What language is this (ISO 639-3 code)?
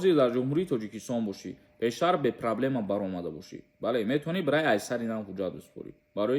tgk